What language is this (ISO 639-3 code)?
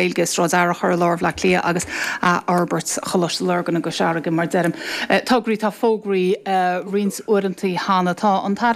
gle